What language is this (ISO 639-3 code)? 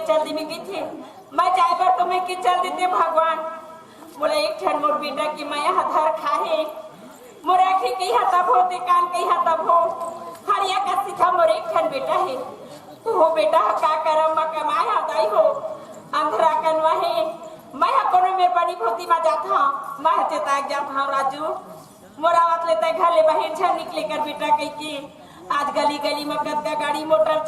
hne